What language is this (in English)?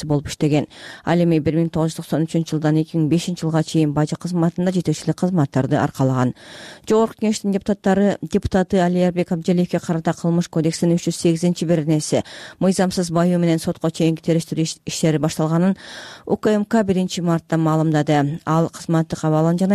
Kyrgyz